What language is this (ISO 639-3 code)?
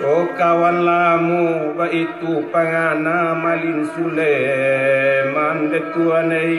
min